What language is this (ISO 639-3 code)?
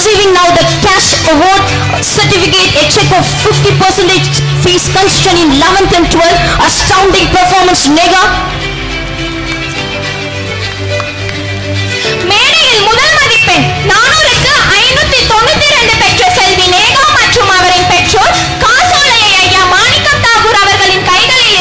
tam